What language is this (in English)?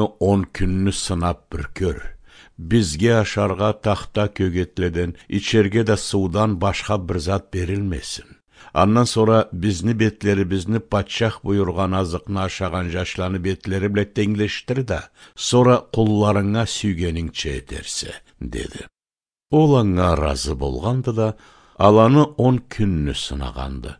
Karachay-Balkar